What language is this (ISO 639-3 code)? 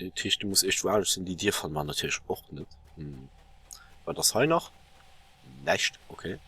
ltz